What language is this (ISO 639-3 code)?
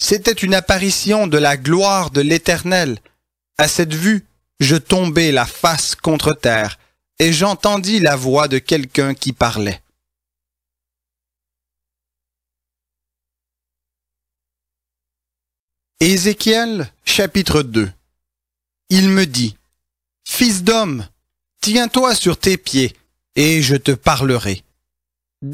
fra